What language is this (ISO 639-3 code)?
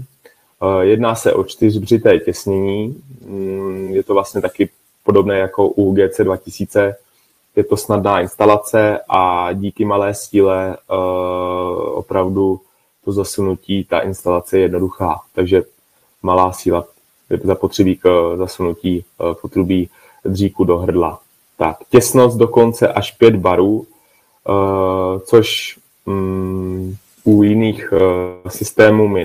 ces